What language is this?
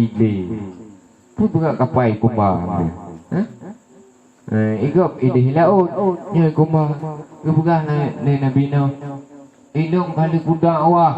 Achinese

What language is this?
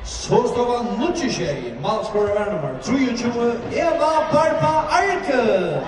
Faroese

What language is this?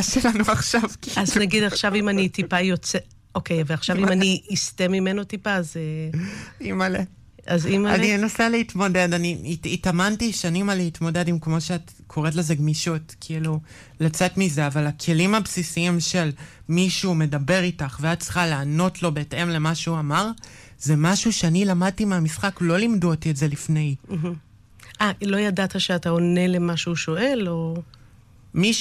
Hebrew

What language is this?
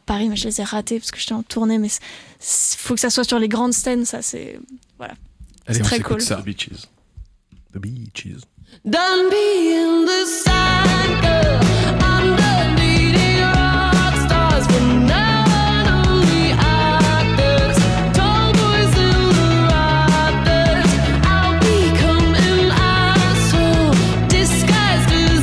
French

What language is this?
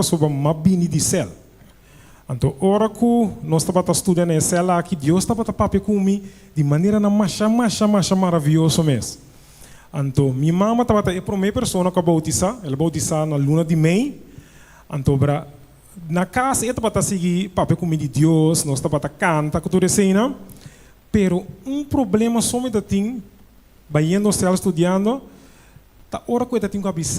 Papiamento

